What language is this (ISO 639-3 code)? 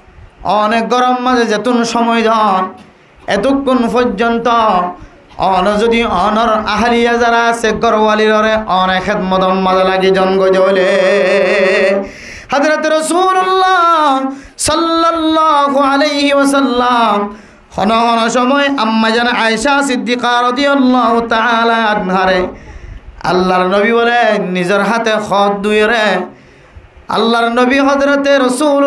rhg